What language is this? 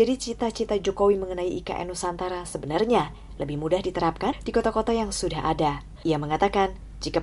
Indonesian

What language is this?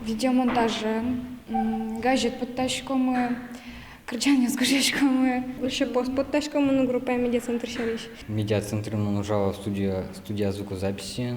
Udmurt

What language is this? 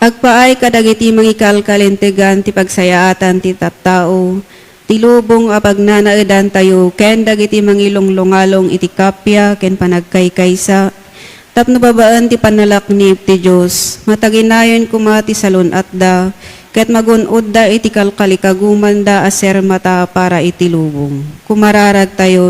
Iloko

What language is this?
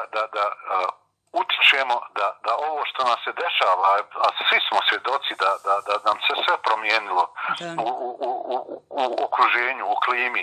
Bosnian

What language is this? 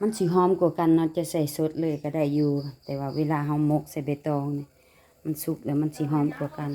Lao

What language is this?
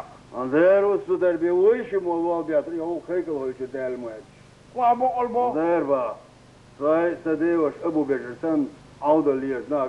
Chechen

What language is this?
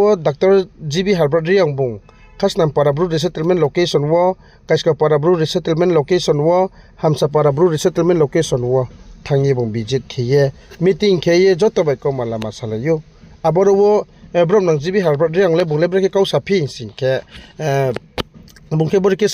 Riang (India)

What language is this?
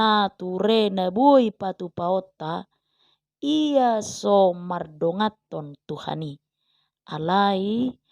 Batak Toba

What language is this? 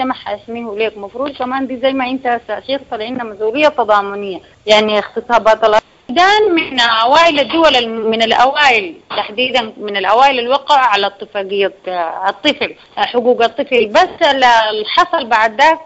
Sudanese Arabic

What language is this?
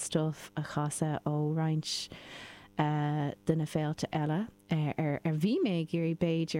Irish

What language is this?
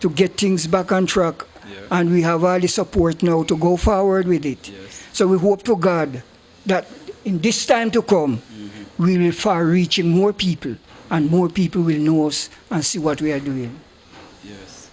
Jamaican Creole English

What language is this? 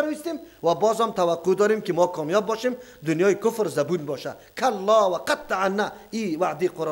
Persian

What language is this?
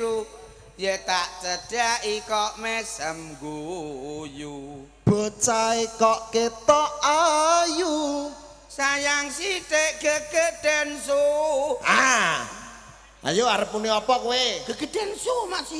Javanese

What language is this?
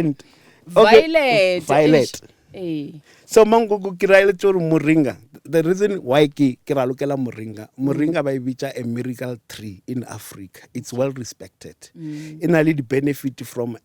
Northern Sotho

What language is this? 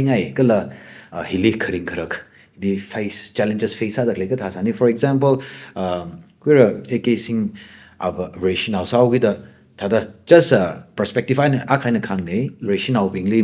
Tangkhul Naga (India)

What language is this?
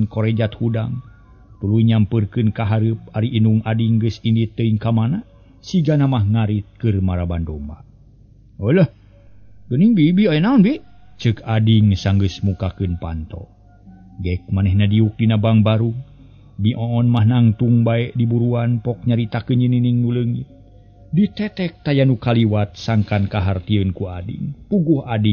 Sundanese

